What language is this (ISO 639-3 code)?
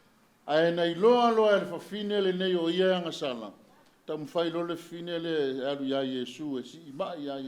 smo